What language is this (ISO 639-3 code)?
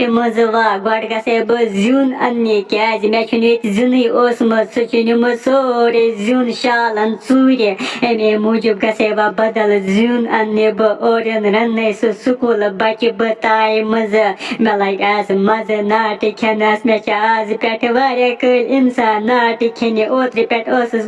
kas